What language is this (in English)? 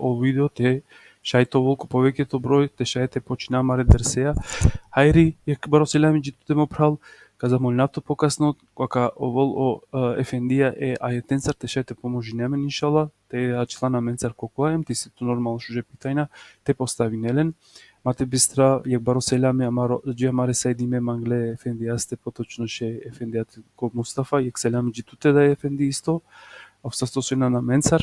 Balkan Romani